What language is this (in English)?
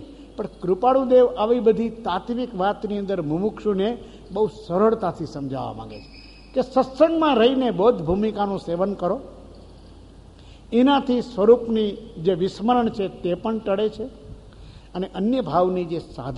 Gujarati